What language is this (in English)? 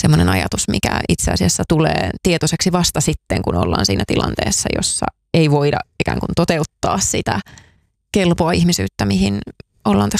Finnish